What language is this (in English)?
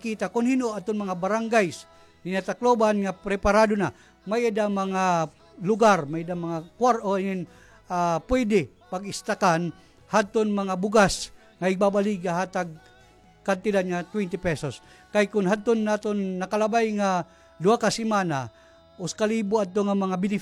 Waray